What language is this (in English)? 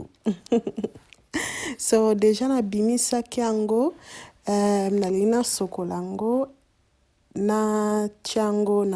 Lingala